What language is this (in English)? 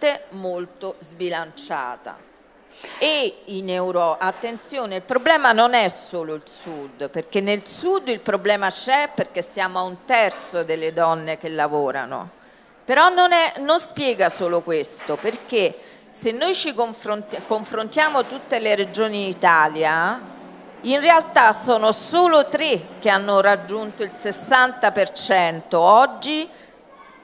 Italian